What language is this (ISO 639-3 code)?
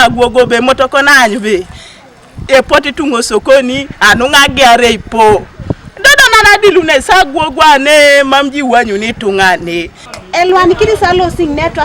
teo